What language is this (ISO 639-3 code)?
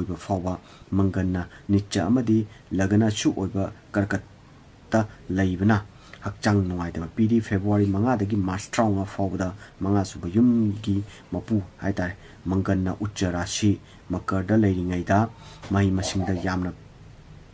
mni